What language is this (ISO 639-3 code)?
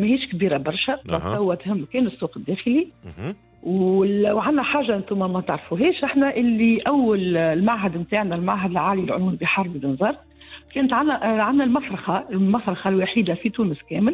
aeb